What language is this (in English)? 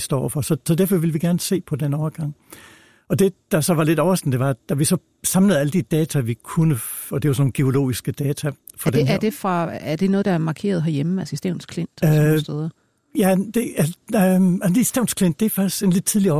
Danish